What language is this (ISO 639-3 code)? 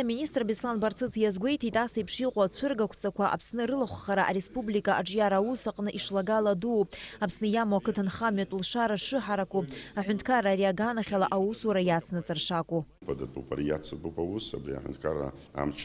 abk